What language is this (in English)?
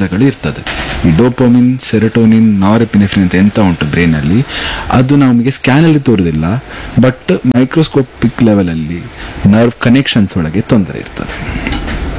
Kannada